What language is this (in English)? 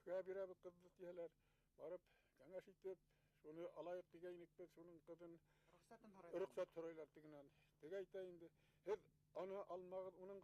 Bashkir